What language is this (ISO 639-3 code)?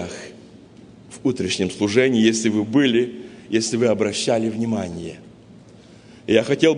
rus